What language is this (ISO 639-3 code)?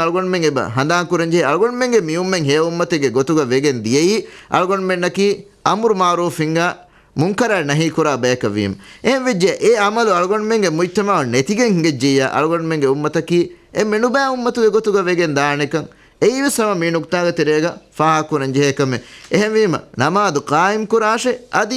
div